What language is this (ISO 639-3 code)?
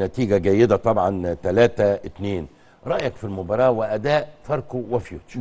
arz